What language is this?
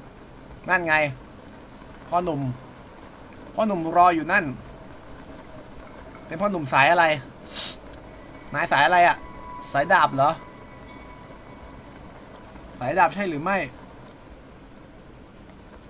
Thai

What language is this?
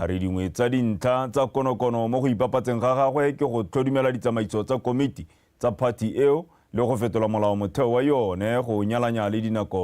Tswana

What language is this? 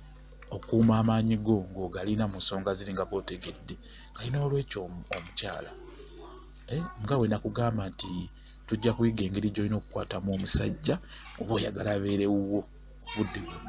Ganda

